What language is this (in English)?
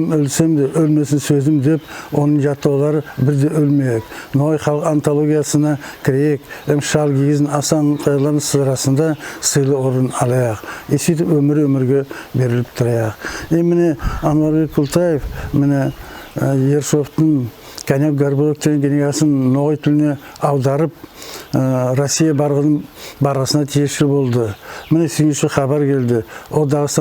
Nogai